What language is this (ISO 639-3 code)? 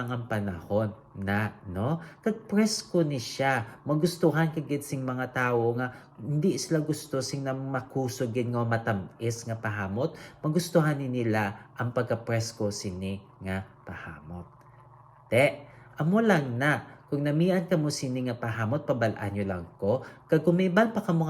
hil